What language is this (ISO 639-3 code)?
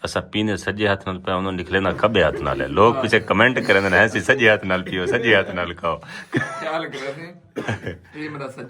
skr